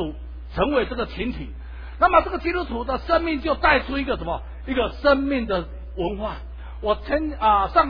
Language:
Chinese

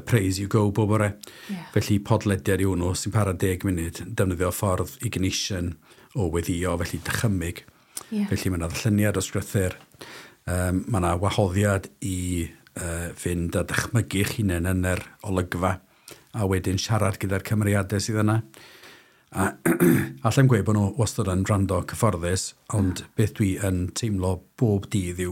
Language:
Welsh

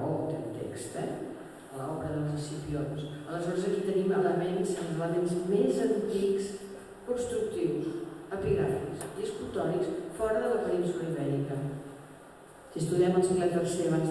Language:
Catalan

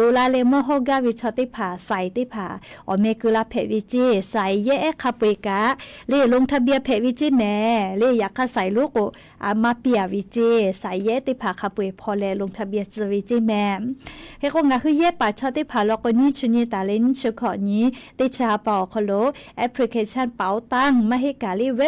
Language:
Lahu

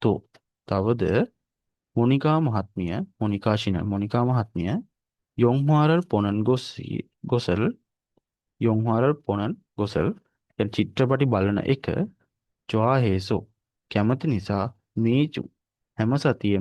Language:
Sinhala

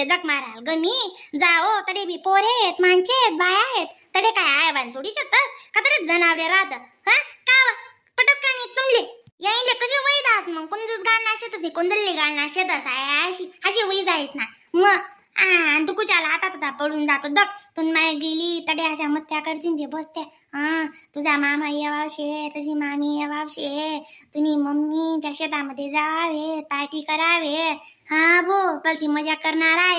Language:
Khandesi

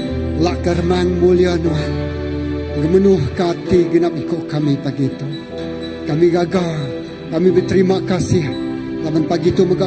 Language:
Iban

